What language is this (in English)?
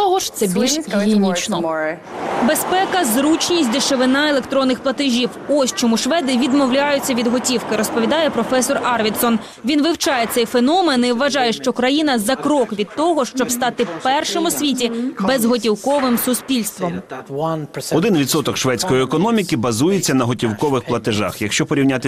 Ukrainian